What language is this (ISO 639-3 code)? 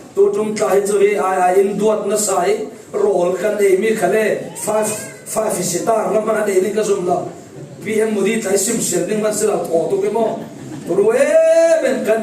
cfm